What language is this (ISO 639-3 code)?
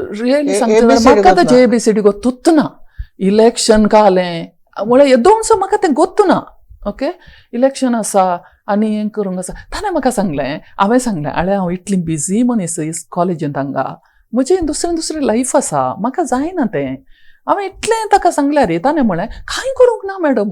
kok